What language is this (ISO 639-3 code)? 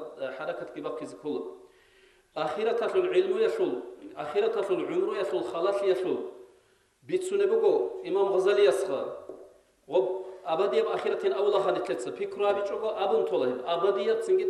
ava